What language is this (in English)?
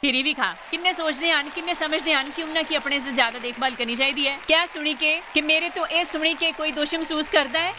Dogri